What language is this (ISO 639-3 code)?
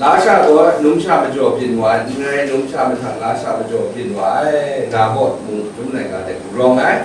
kac